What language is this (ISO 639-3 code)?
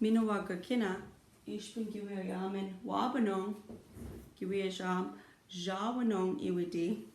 ciw